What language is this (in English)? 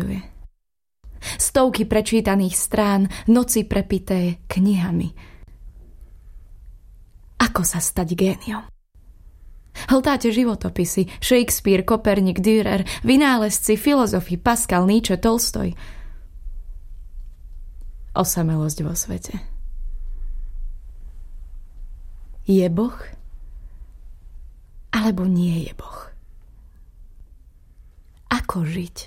Slovak